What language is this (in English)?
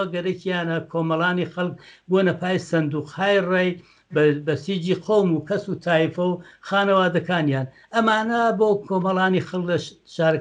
Central Kurdish